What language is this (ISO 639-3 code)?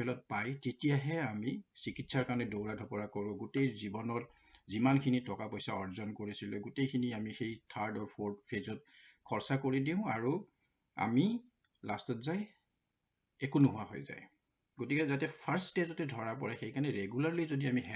asm